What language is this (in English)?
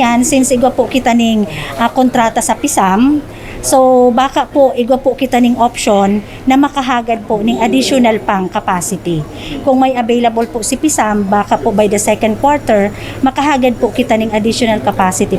Bikol